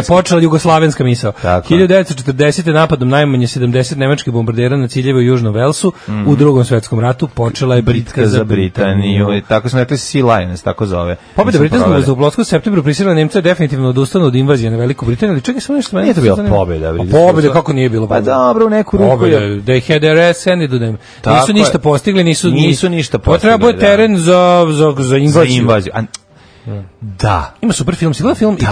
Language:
Serbian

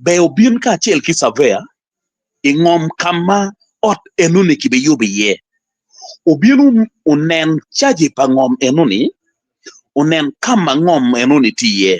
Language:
Acoli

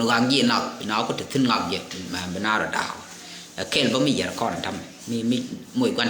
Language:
Nuer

